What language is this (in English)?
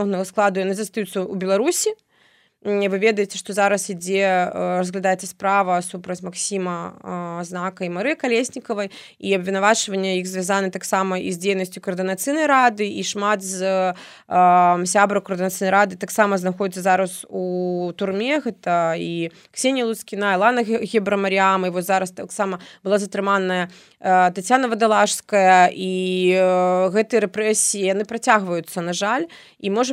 Belarusian